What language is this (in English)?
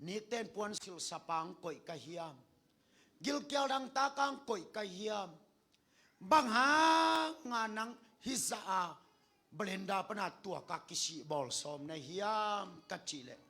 Tedim Chin